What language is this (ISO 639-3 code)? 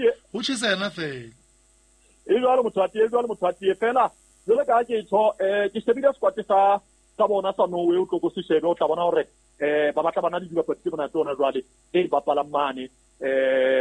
sot